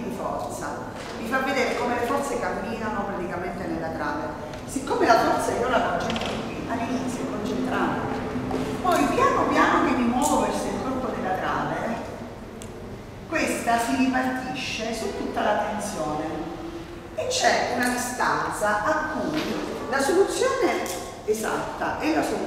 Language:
Italian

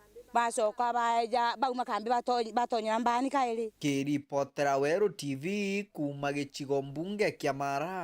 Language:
Meru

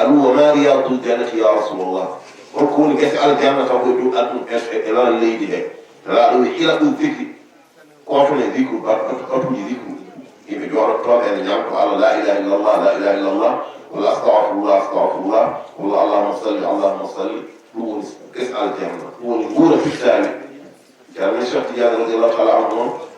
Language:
Fula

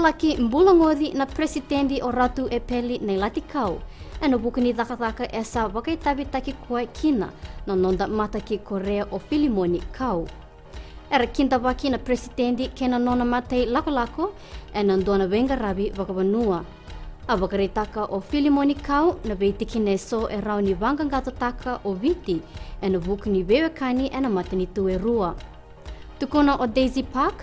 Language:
Fijian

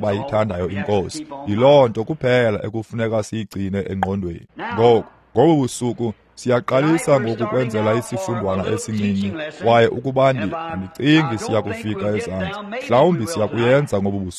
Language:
Xhosa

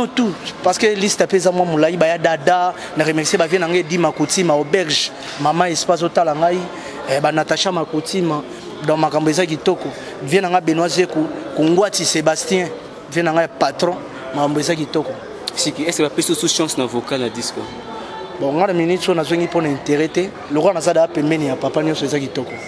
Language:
Lingala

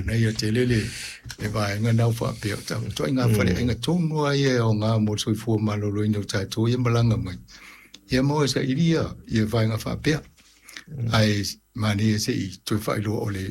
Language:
Samoan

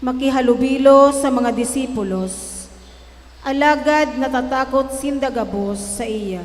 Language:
Bikol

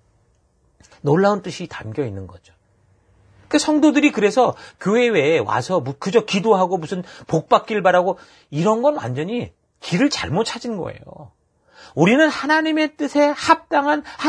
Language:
Korean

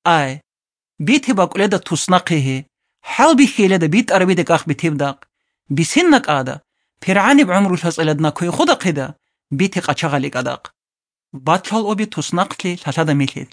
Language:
Avaric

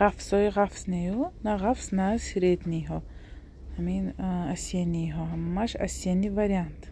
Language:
Tajik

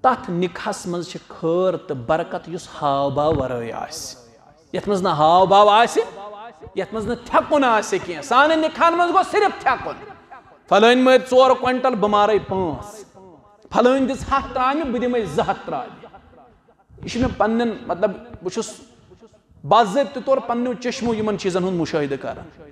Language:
Kashmiri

